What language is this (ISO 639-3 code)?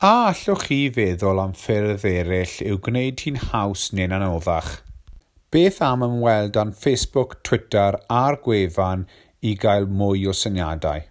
cym